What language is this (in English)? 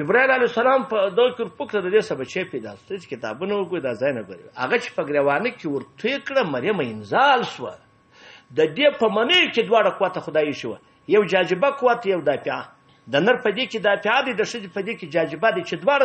Pashto